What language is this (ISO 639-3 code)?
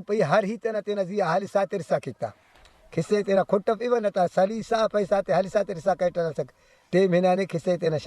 brh